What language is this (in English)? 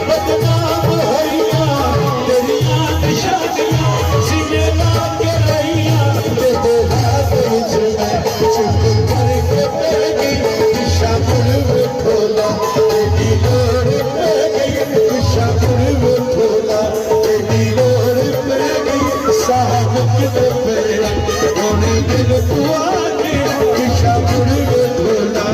Pahari-Potwari